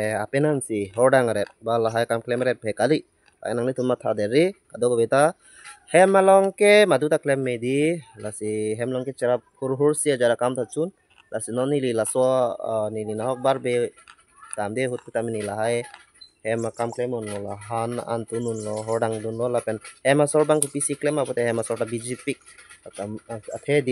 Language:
Karbi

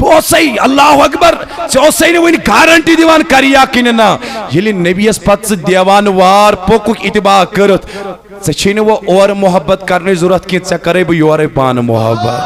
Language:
Kashmiri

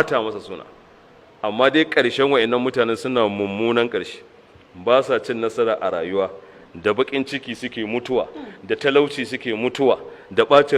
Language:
Hausa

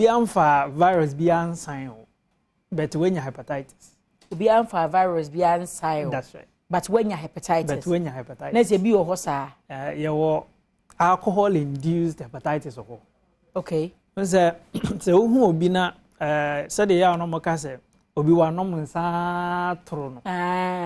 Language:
Akan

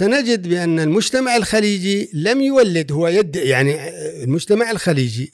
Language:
Gulf Arabic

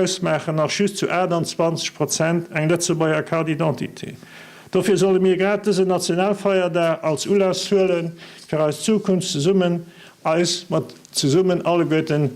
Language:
Luxembourgish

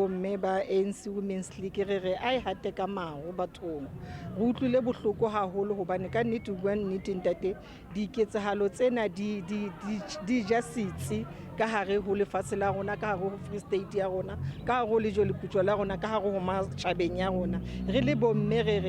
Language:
Southern Sotho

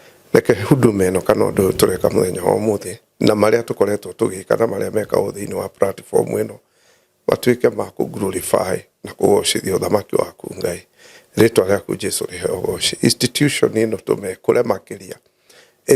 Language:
Kikuyu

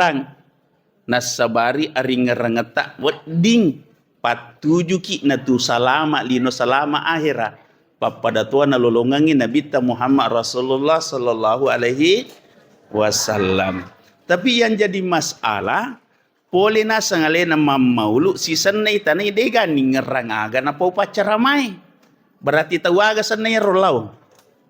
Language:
Buginese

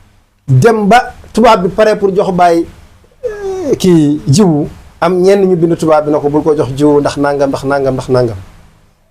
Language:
Wolof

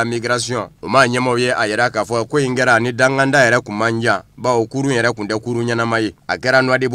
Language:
Bambara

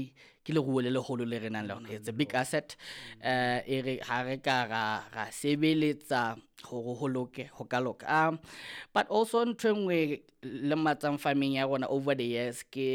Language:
Southern Sotho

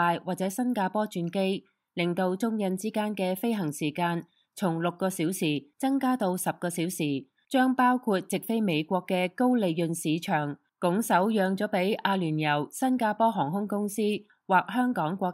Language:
Cantonese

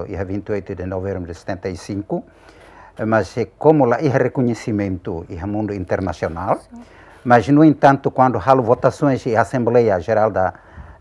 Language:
Tetum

